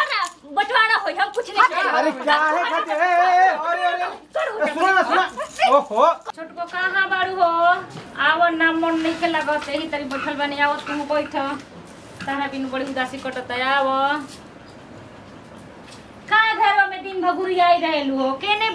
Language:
Bhojpuri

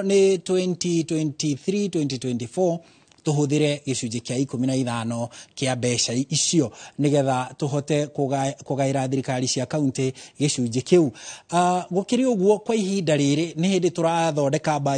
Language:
Kikuyu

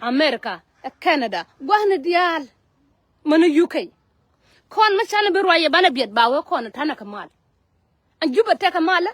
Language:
Nuer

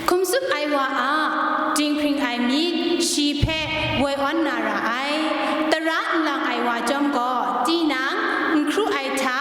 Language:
Kachin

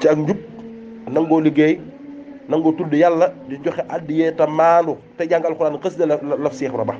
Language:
Wolof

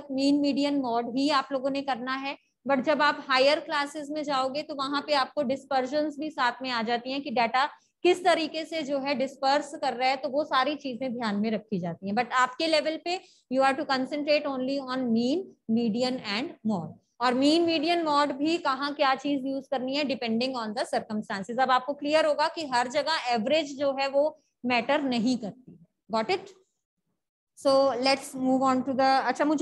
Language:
Hindi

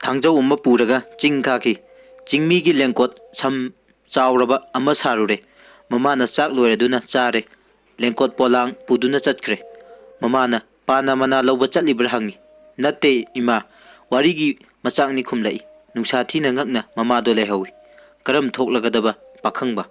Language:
Manipuri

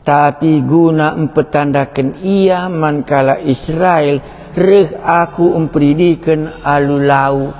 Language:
Batak Karo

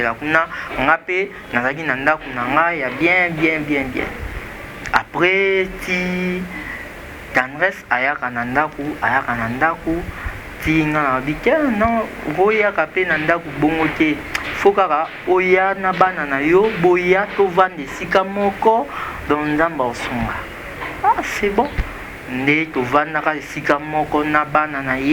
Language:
Lingala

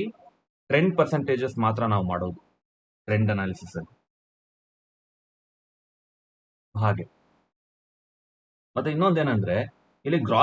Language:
Kannada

